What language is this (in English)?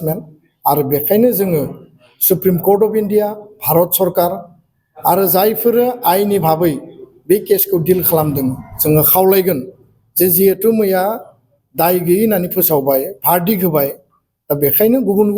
Bodo